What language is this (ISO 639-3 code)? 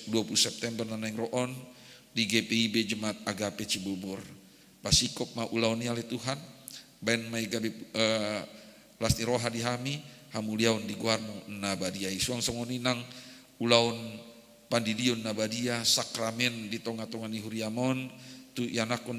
bbc